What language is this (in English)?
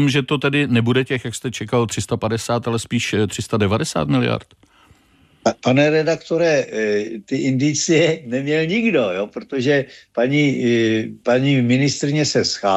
Czech